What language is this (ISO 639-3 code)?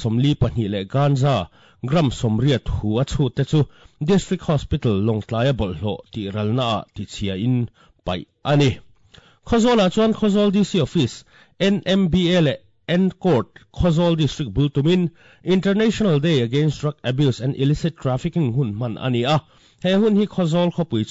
lus